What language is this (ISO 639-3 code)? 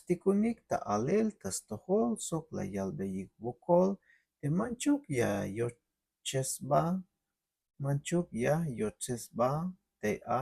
tzh